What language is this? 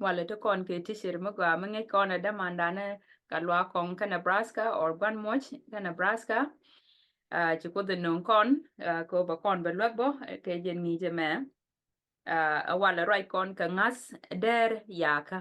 Nuer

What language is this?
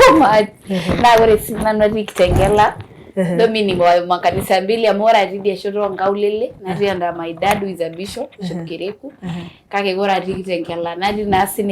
Masai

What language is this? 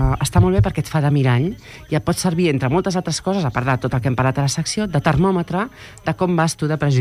Catalan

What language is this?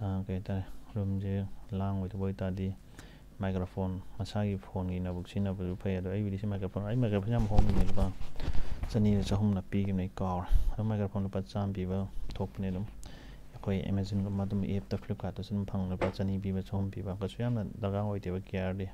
Manipuri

